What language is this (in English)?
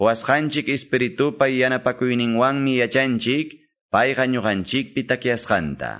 Ayacucho Quechua